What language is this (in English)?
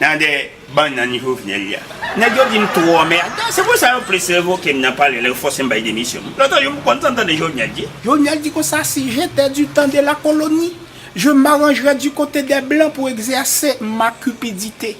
Haitian Creole